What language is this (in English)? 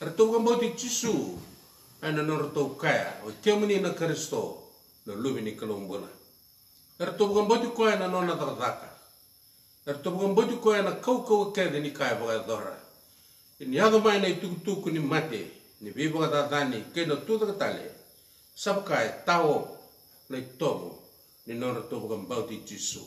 Fijian